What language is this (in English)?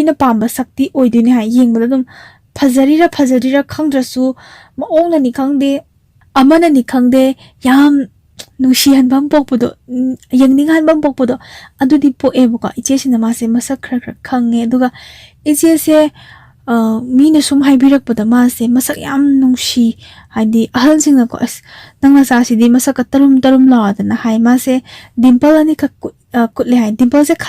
Manipuri